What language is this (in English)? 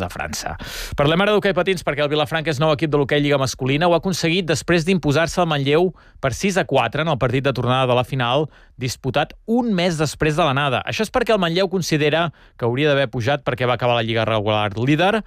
Catalan